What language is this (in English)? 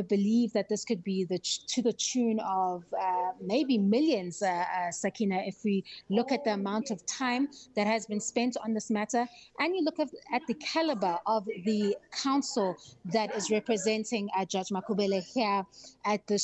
English